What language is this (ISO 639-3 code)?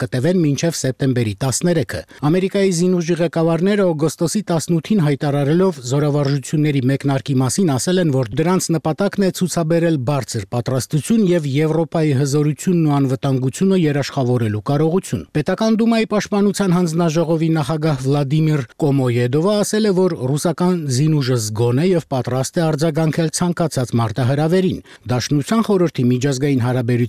hye